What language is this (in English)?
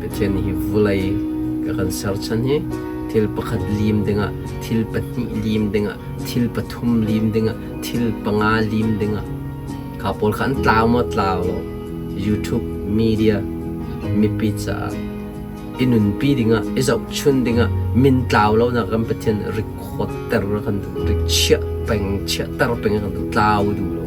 Hakha Chin